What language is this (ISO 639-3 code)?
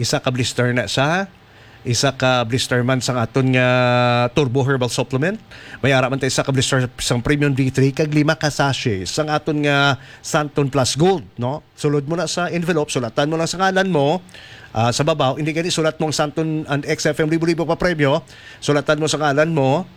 hil